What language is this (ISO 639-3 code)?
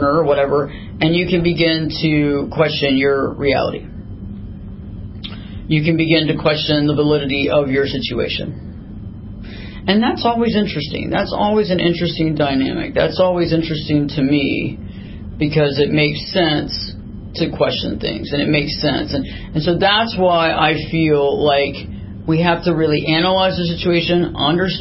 eng